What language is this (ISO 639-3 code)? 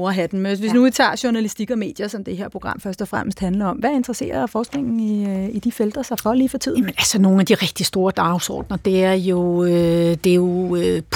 dan